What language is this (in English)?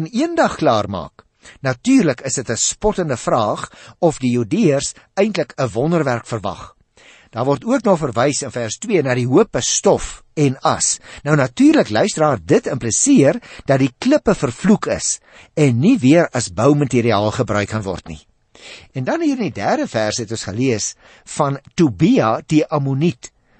Afrikaans